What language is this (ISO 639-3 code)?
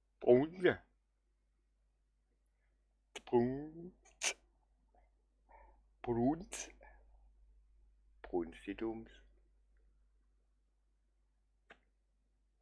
deu